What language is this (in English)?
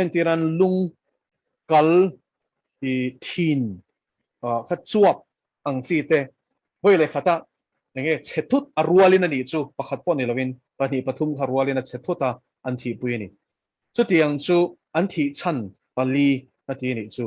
Mizo